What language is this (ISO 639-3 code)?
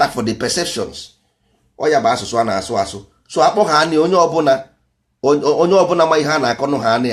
ibo